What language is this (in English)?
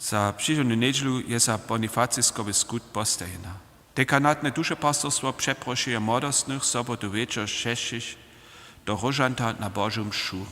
Upper Sorbian